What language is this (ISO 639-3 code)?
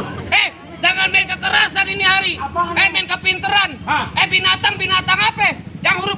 bew